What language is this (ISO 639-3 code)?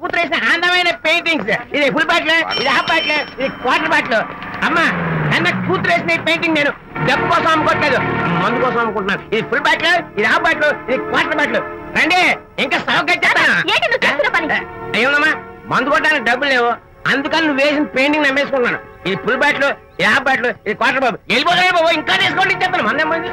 tel